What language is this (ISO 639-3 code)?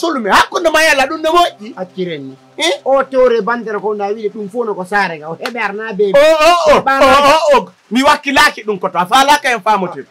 ful